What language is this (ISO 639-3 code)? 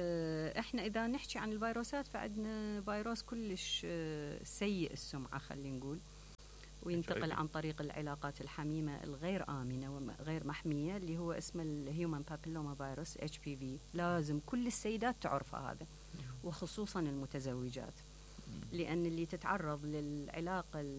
acm